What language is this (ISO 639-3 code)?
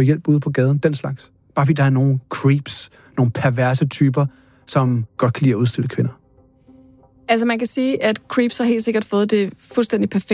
dan